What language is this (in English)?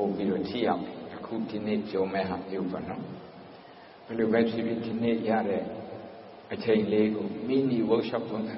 Burmese